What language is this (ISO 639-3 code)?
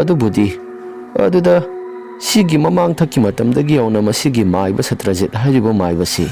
mni